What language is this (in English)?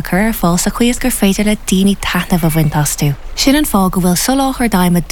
Irish